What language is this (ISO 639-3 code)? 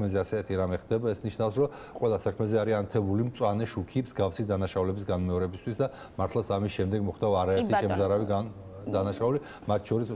kat